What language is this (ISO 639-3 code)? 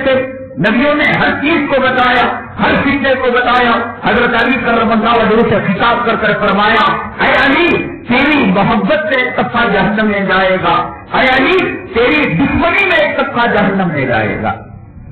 urd